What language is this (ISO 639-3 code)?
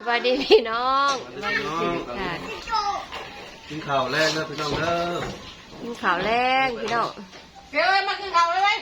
tts